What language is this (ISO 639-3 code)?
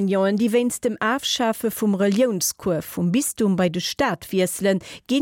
ltz